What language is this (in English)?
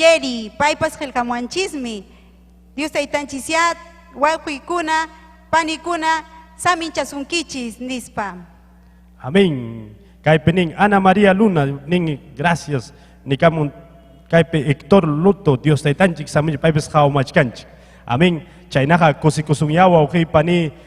Ayacucho Quechua